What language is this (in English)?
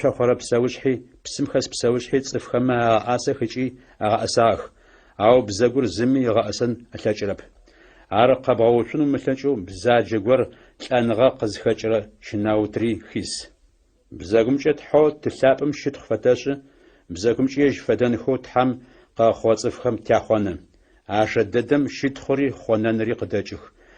Adyghe